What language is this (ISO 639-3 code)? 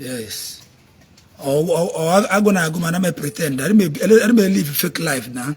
ibo